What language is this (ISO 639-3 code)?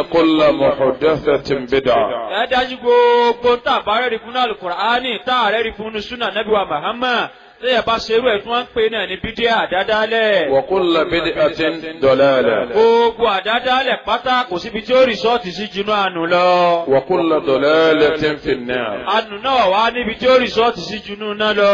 yor